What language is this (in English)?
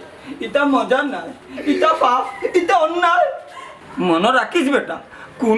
Sylheti